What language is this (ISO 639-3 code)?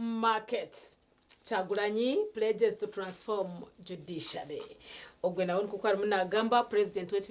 nyn